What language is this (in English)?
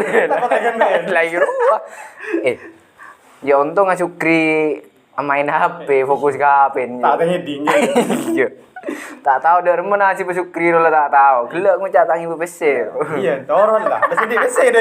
Madurese